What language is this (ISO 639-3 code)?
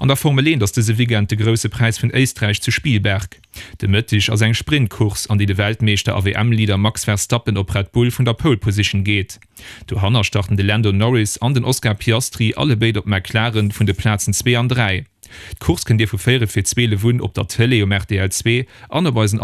ltz